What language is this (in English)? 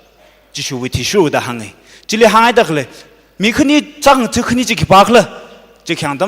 Tangkhul Naga (India)